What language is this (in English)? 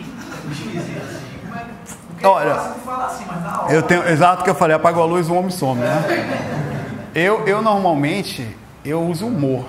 Portuguese